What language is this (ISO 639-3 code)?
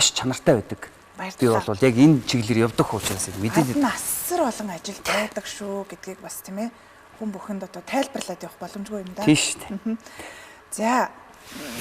mon